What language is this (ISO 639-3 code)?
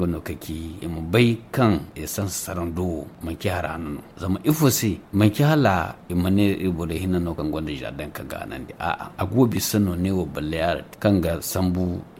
dje